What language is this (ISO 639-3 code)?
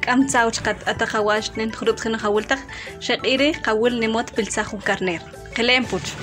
usp